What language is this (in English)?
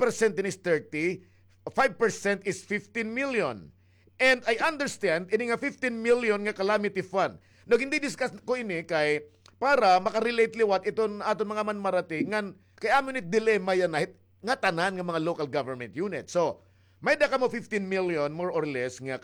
Waray